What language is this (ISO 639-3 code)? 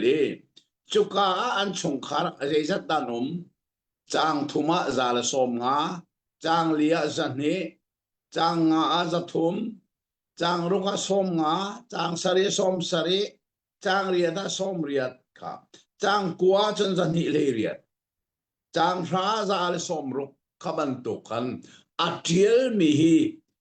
cnh